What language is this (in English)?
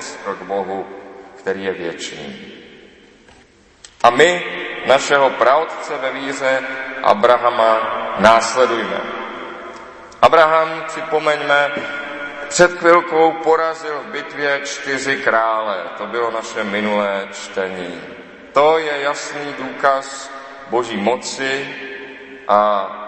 Czech